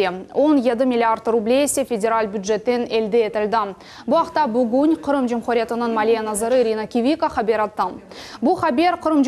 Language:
Crimean Tatar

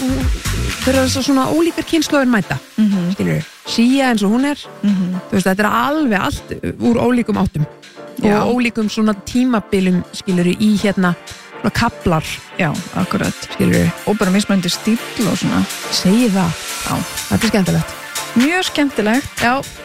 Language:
Icelandic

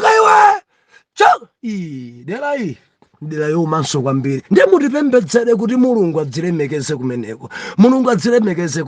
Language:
Nyanja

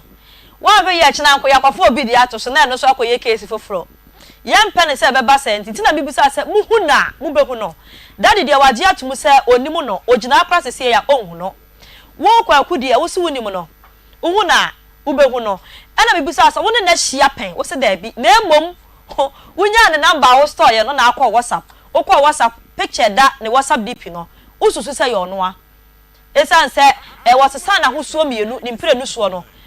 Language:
Akan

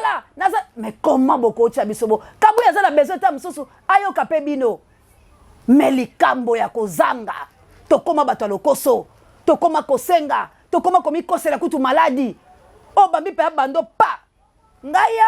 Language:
Lingala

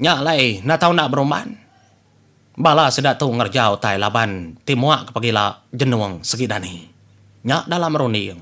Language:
Iban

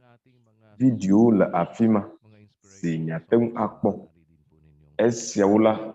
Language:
Ewe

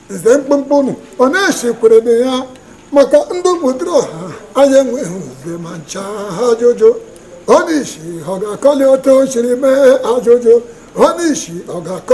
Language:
Igbo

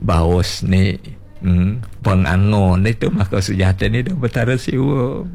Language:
Balinese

